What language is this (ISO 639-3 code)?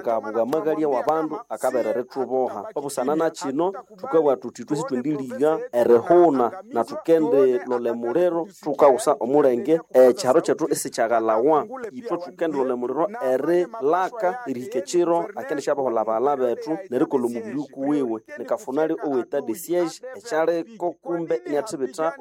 nnb